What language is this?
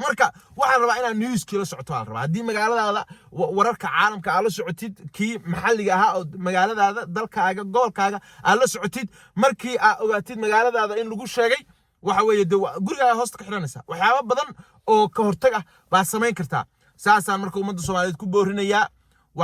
Somali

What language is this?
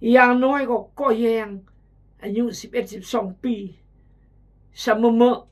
Khmu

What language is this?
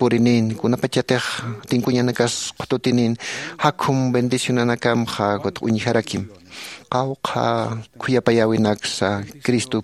Aymara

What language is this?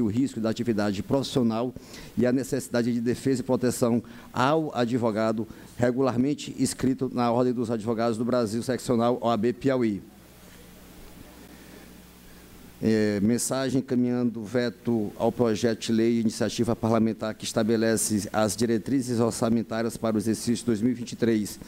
Portuguese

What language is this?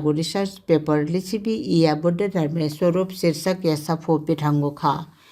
Newari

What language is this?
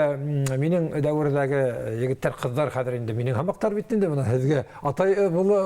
Bashkir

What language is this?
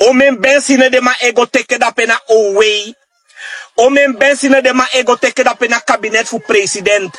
Sranan Tongo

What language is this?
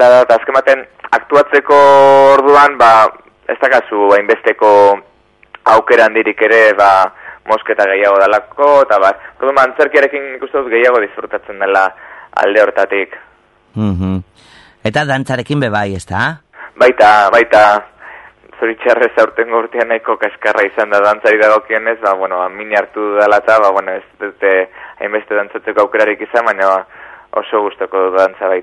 Basque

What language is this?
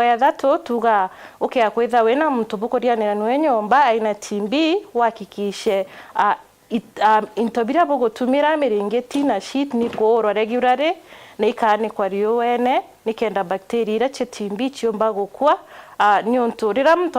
Meru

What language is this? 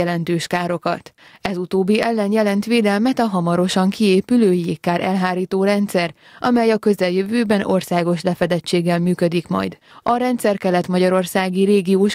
Hungarian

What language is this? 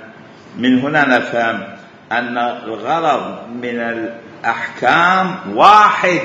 Mesopotamian Arabic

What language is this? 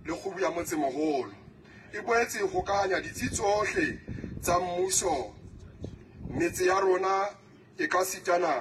Southern Sotho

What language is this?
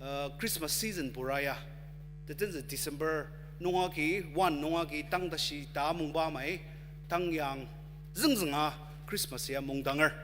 Ao Naga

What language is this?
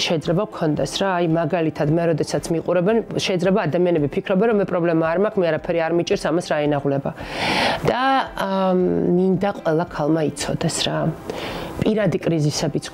Georgian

